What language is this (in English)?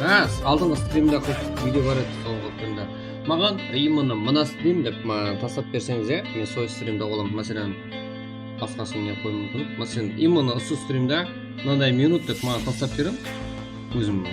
Kara-Kalpak